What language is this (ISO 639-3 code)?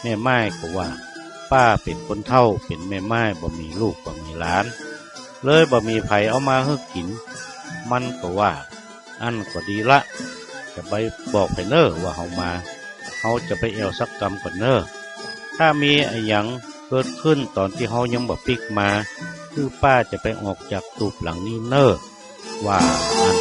nod